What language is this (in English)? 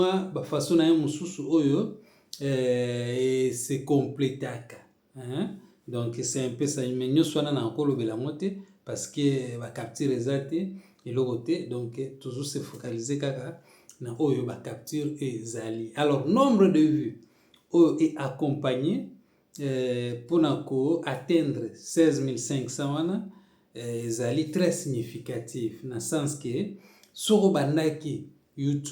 Lingala